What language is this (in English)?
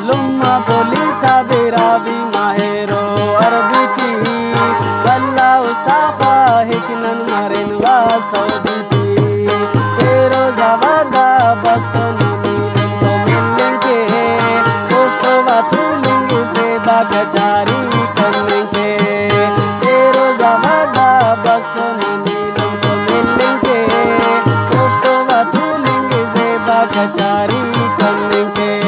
Brahui